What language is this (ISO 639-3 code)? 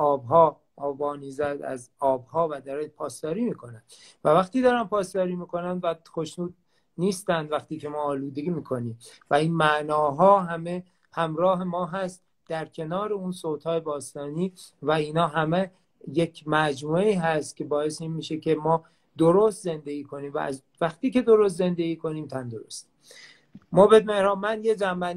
fas